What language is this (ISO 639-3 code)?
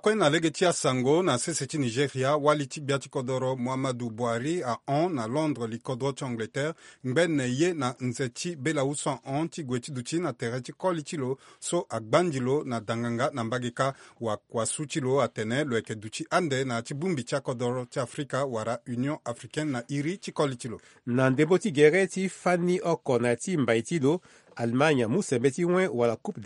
sag